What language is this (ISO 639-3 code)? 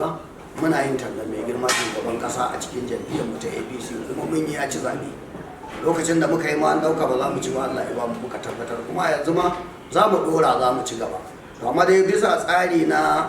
hau